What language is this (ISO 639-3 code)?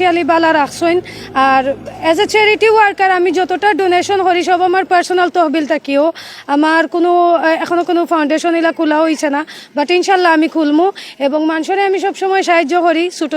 syl